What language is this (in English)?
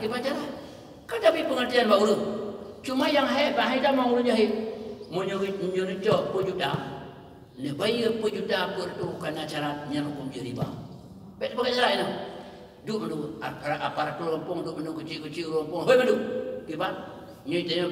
Achinese